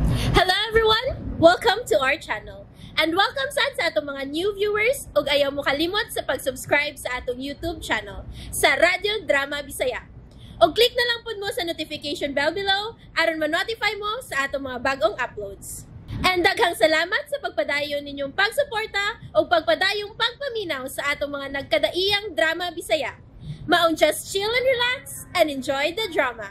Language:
Cebuano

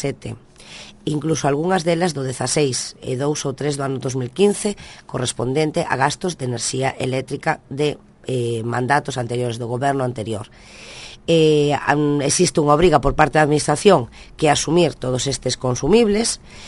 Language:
Galician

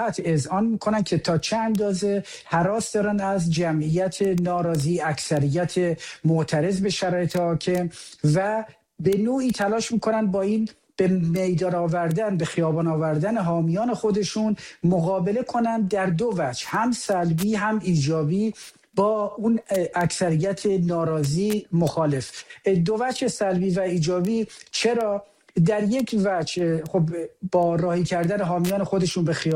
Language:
Persian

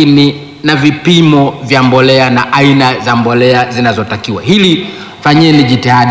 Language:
Swahili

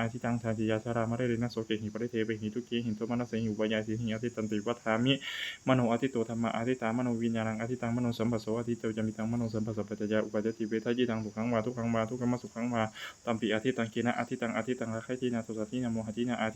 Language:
Pali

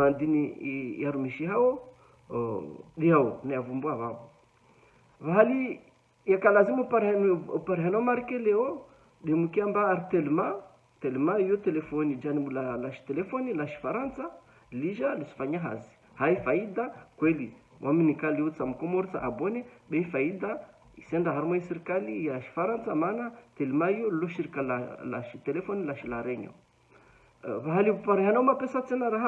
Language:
Ngazidja Comorian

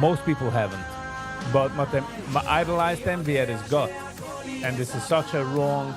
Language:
Yiddish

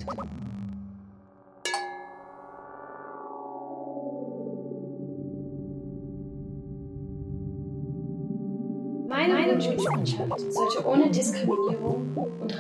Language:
German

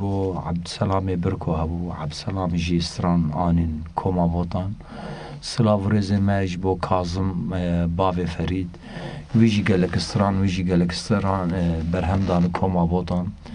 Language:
Kurdish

